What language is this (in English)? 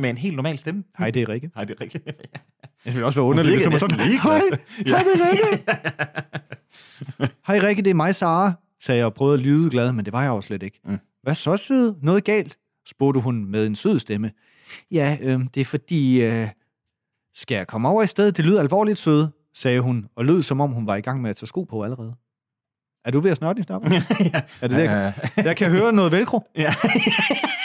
Danish